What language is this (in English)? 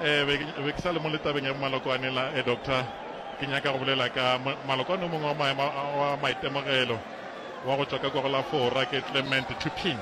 Northern Sotho